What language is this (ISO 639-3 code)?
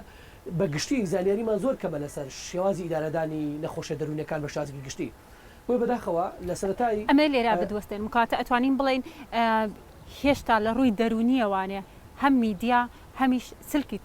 ckb